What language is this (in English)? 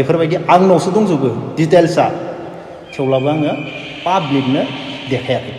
Bodo